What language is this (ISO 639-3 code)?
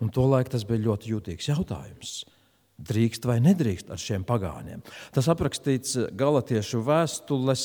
lav